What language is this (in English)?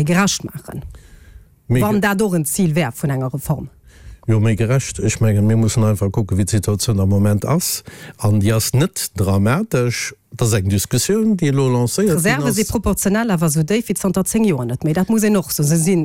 Luxembourgish